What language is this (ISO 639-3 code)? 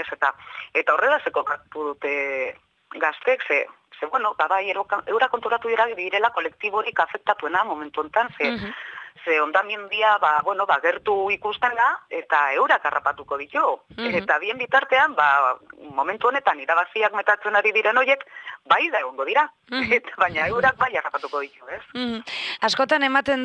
eus